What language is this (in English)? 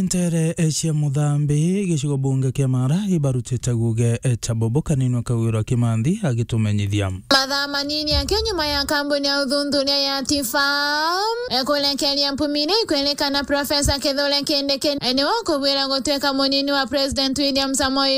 Meru